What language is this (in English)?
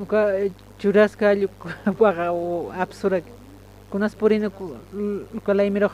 Aymara